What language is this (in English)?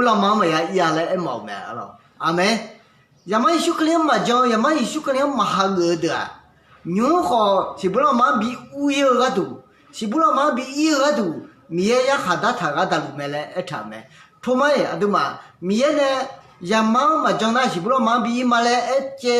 Akha